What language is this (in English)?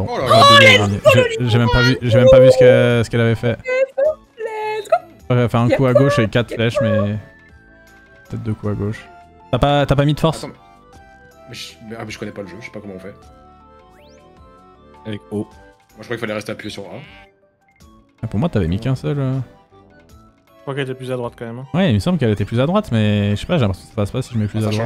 French